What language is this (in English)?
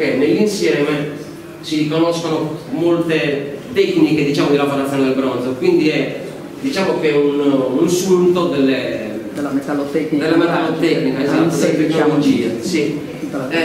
Italian